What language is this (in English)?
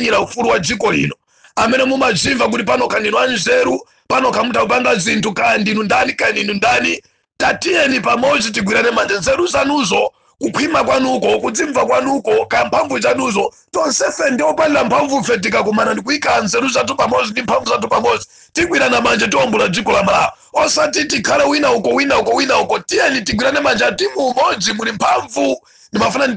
Nyanja